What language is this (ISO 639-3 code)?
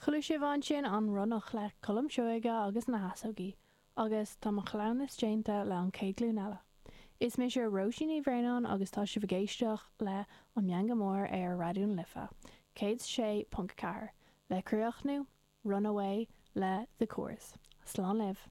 gle